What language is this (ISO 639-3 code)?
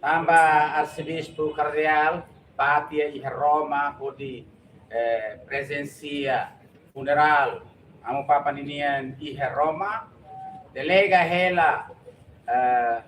tet